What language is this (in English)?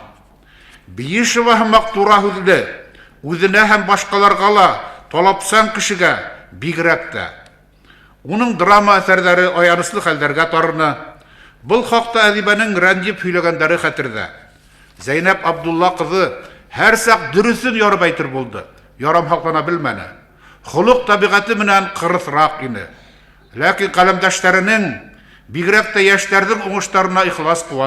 Bashkir